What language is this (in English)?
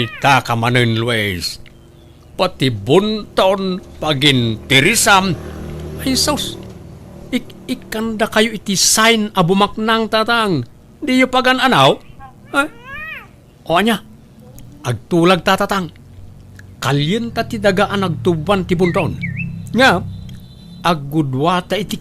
Iloko